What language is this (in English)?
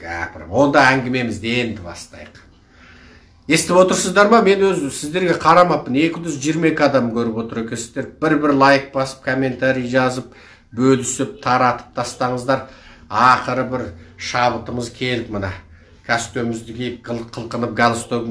Kazakh